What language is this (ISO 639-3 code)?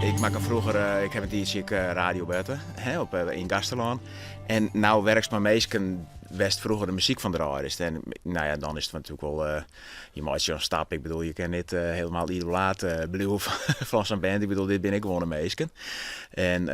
fry